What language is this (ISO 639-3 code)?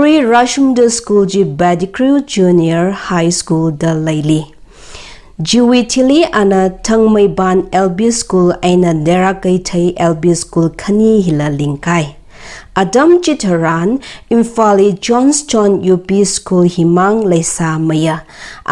nmf